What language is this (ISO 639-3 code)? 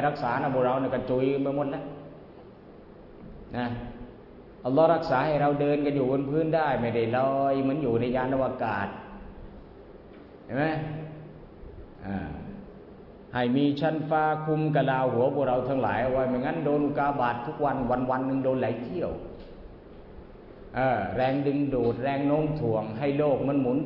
tha